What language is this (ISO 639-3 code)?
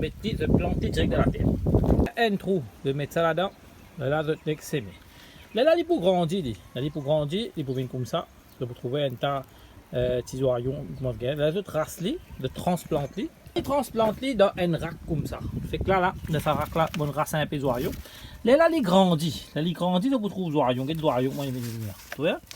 mfe